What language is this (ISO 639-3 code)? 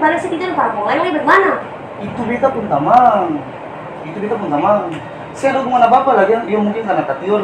abs